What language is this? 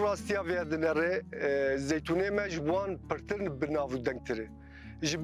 Kurdish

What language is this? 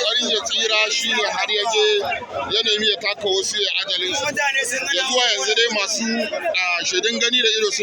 Hausa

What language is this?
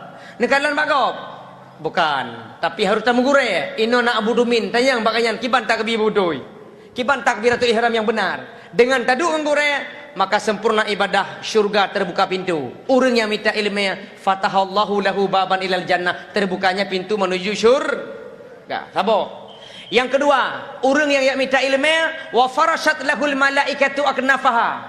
Achinese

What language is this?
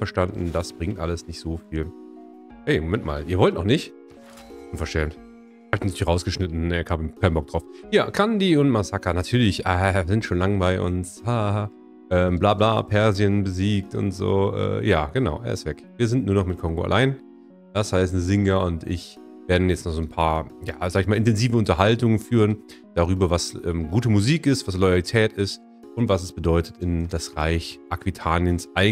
German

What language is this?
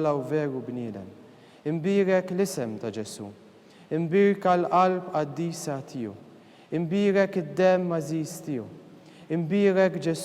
Maltese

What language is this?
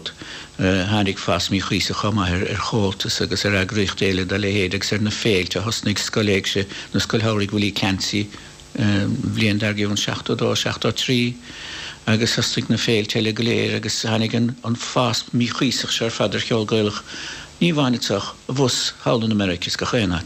Irish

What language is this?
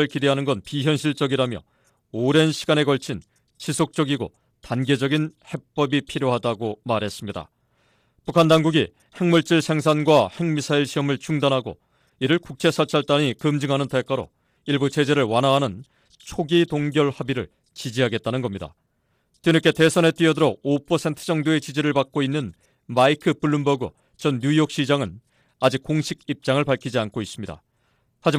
Korean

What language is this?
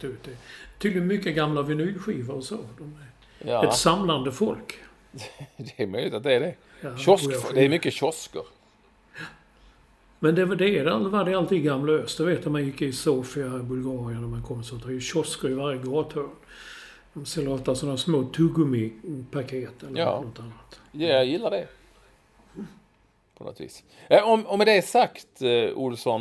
Swedish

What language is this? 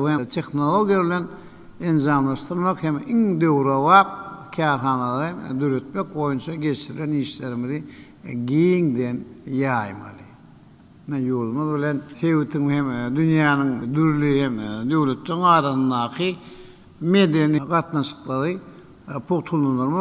Turkmen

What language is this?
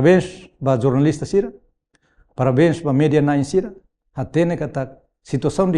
Tetum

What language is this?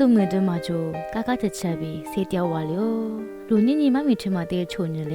Lisu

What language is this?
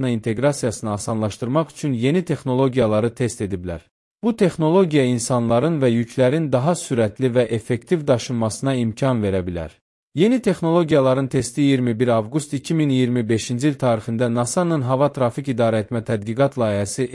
Azerbaijani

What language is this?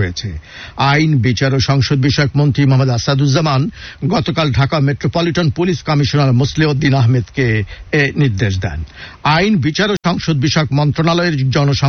Bangla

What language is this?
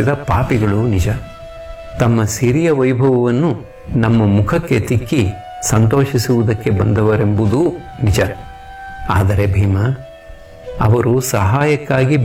Kannada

